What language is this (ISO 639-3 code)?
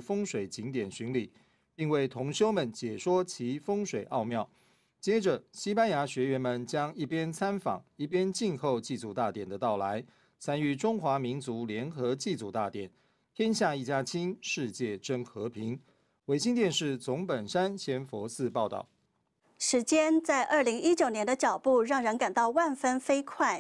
zho